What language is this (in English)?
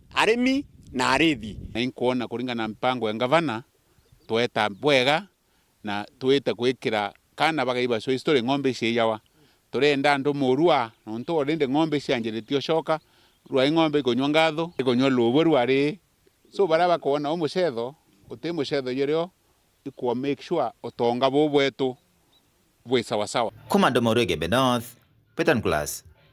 Meru